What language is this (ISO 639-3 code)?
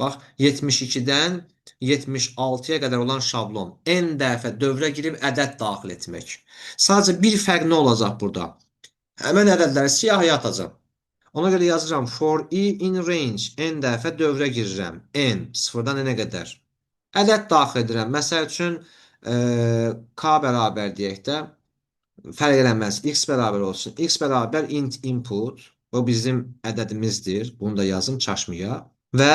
aze